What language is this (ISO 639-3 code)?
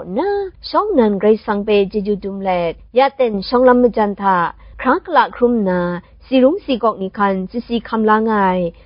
kac